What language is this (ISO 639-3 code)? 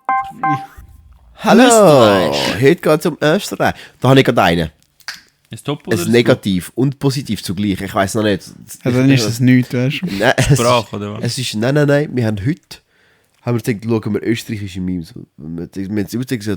gsw